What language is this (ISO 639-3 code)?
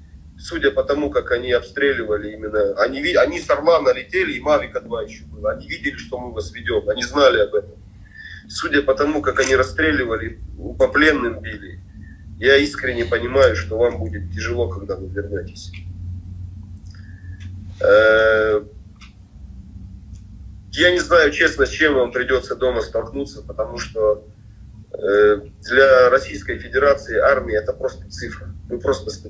rus